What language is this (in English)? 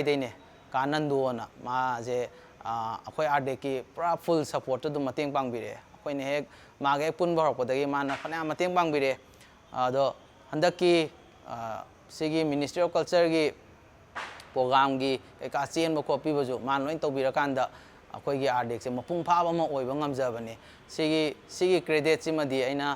Manipuri